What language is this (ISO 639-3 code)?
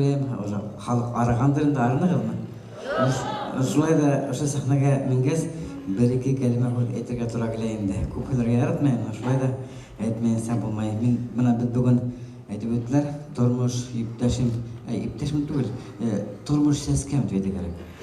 bak